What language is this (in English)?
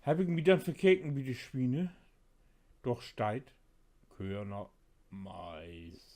Low German